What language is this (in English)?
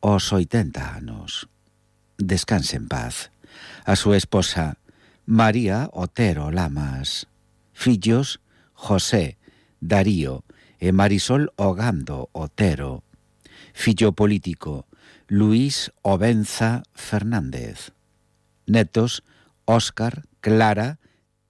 Galician